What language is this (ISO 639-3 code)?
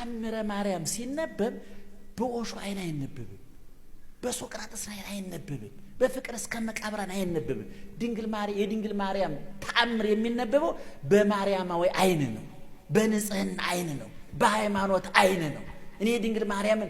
amh